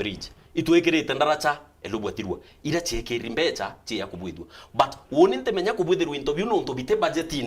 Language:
Meru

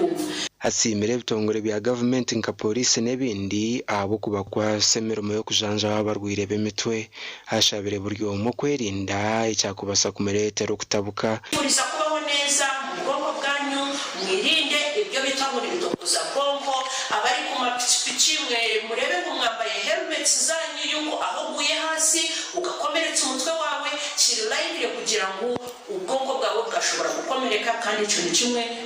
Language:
Nyankole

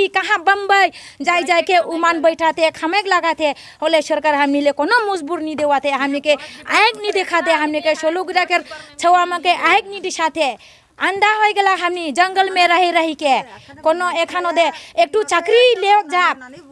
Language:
Sadri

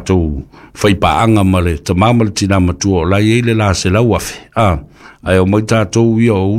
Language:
Samoan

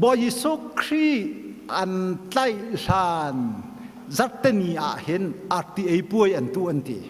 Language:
Hakha Chin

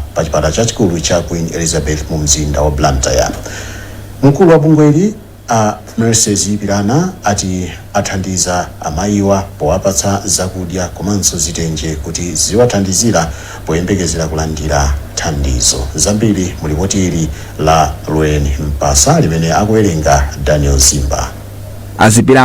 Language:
Nyanja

